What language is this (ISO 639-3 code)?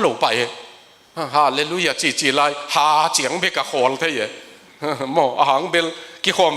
ctd